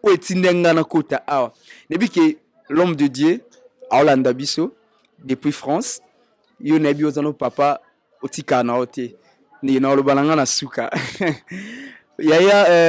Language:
Lingala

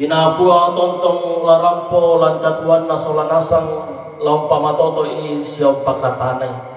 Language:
Toraja-Sa'dan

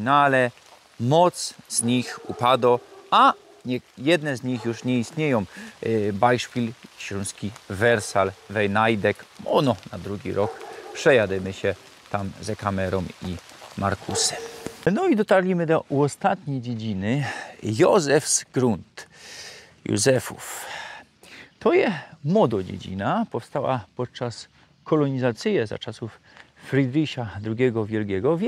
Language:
Silesian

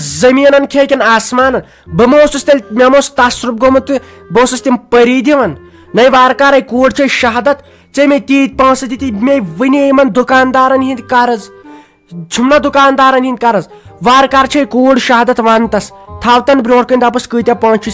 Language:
Kashmiri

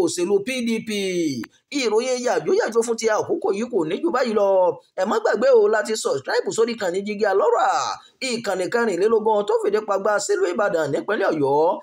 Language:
Yoruba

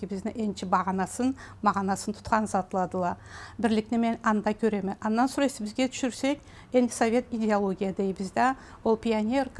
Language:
Karachay-Balkar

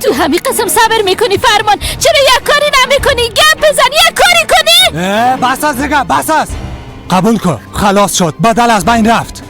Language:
Persian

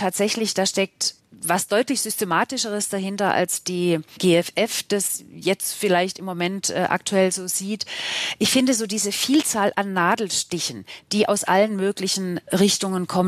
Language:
German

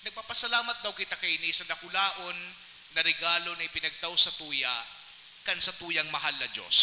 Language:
Bikol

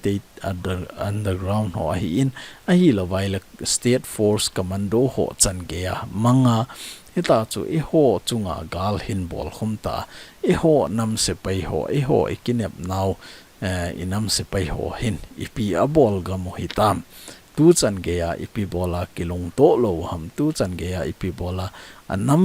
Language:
Thado Chin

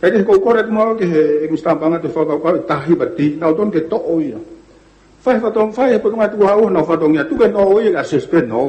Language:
Tongan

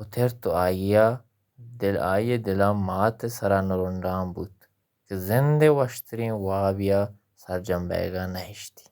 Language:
Baluchi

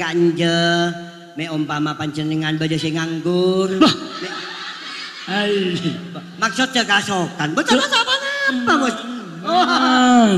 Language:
Madurese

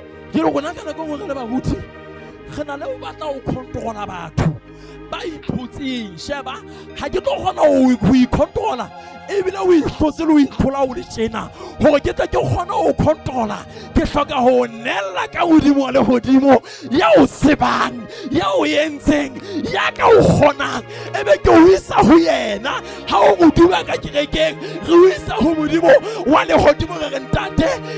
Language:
Southern Sotho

